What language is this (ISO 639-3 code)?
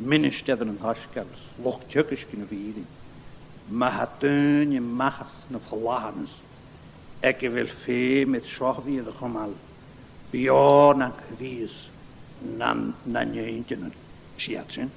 gla